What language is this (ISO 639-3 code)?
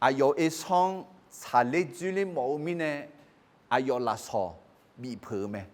ahk